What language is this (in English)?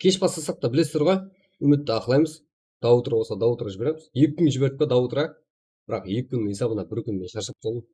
Kara-Kalpak